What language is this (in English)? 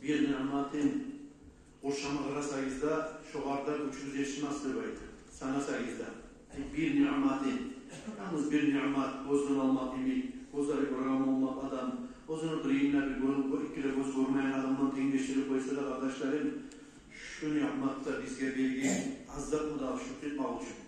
Kumyk